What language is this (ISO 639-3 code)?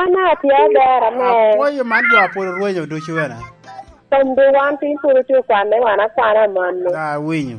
laj